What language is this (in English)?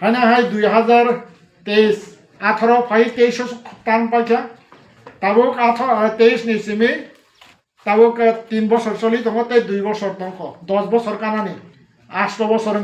Kok Borok